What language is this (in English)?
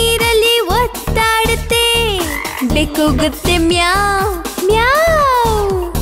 Kannada